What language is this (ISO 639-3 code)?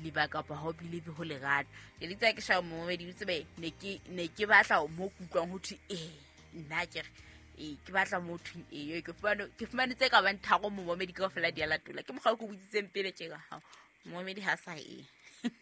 sot